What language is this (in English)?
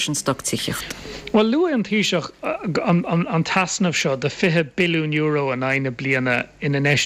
Irish